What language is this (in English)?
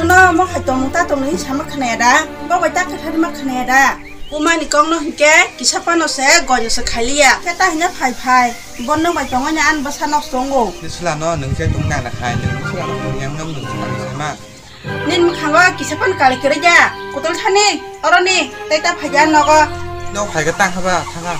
Kok Borok